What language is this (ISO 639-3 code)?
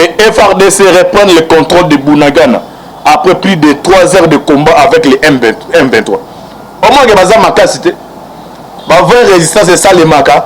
lin